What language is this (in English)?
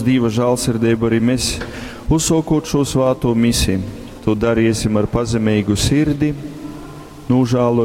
Latgalian